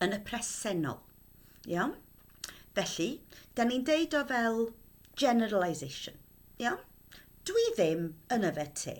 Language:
Welsh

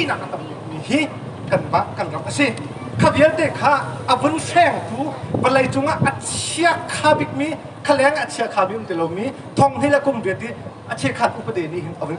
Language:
Hakha Chin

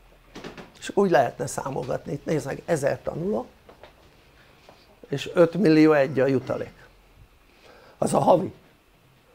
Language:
Hungarian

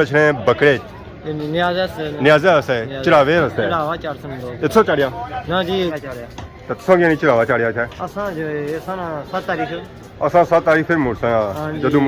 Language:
Pahari-Potwari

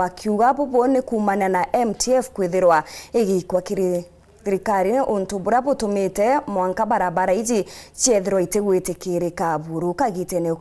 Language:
Meru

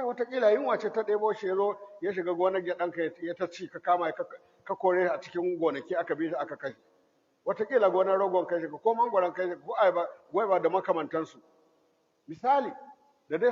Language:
Hausa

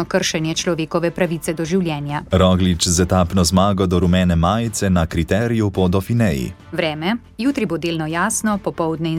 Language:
Slovenian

